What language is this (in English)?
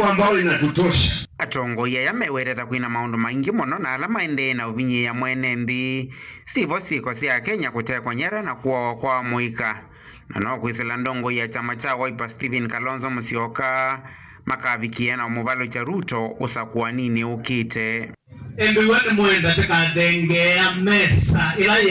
Kamba